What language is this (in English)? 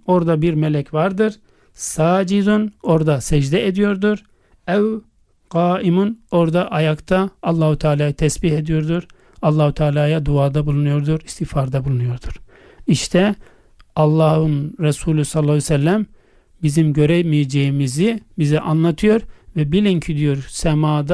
Turkish